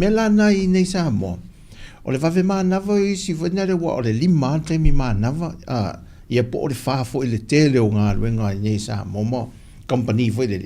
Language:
Samoan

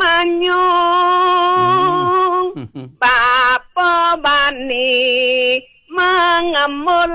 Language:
Balinese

